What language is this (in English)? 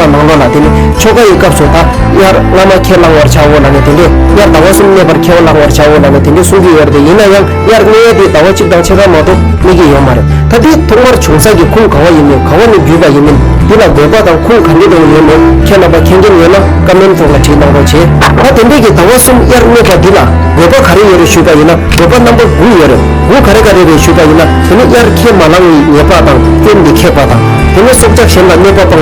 Tibetan